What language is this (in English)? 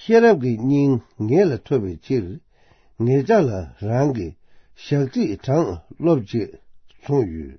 Tibetan